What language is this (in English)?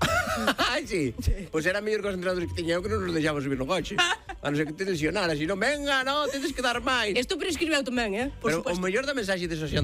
Galician